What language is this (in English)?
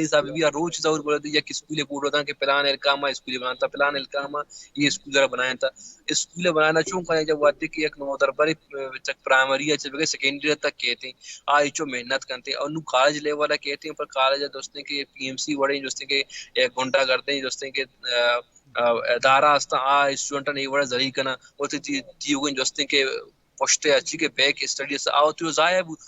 Baluchi